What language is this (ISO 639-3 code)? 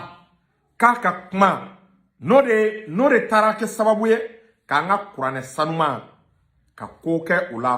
bam